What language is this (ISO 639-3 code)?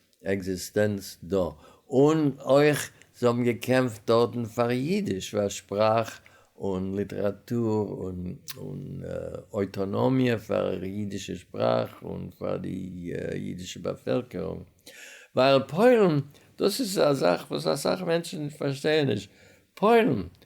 yid